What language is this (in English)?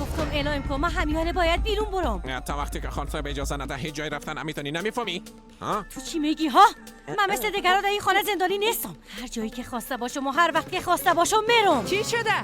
Persian